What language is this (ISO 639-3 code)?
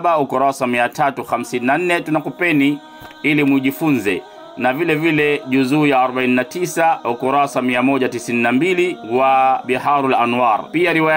swa